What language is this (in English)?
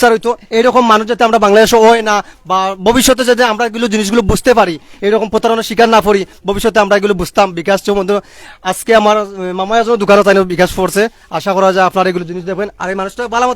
Sylheti